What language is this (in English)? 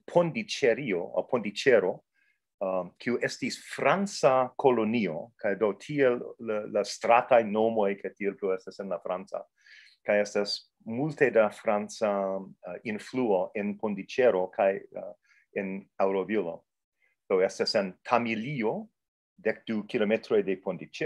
Esperanto